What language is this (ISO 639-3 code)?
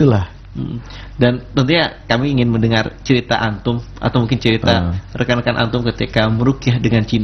ind